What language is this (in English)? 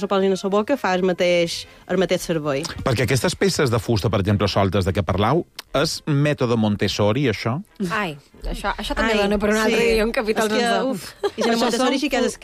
Catalan